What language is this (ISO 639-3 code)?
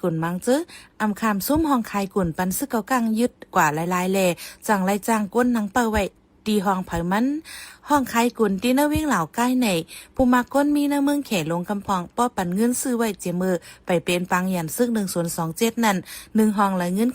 shn